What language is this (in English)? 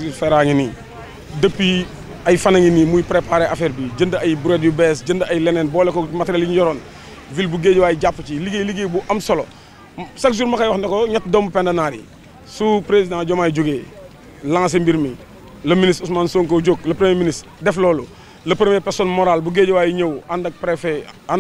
Wolof